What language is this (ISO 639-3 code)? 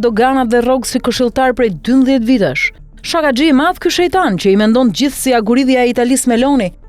sqi